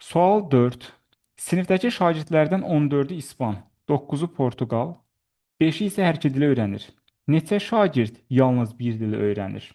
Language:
Azerbaijani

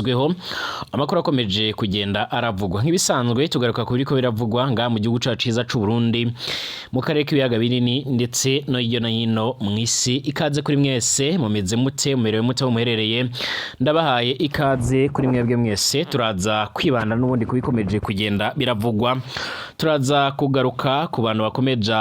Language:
Rundi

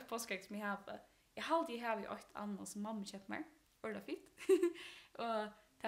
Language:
Faroese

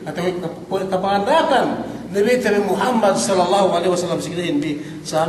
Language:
Yakan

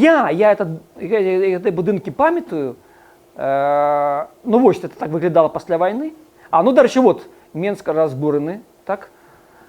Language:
Belarusian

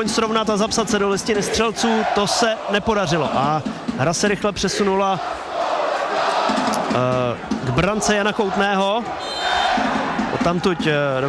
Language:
Czech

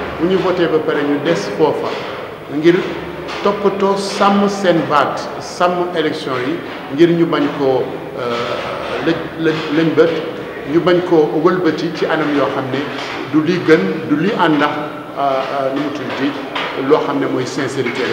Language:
Wolof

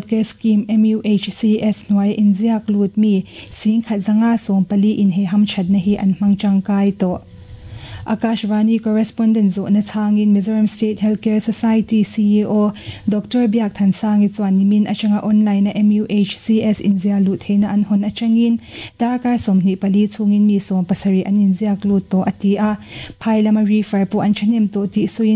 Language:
Mizo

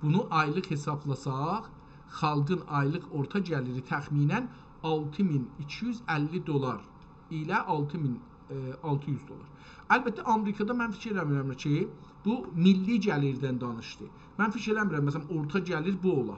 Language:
South Azerbaijani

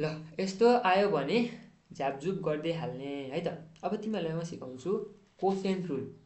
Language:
Nepali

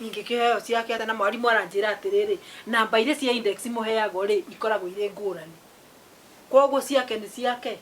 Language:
Kikuyu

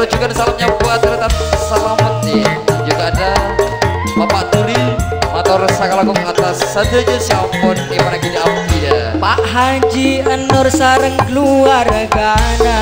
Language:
Madurese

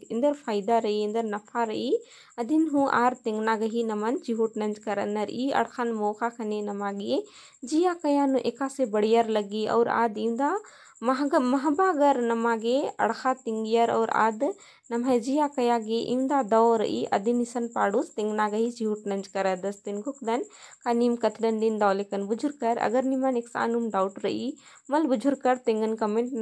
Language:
Kurukh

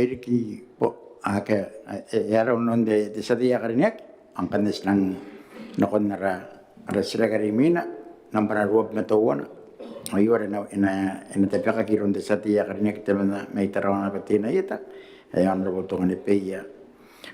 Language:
Gilbertese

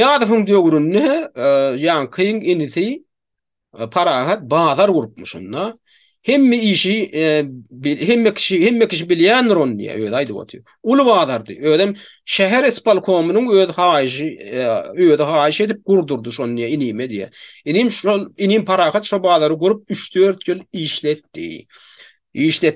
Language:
Turkmen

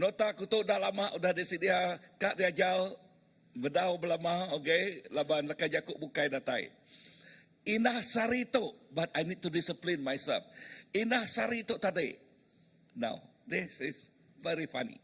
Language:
Iban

